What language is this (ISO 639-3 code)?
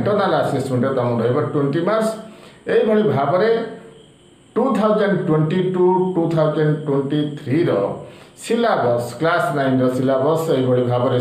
ori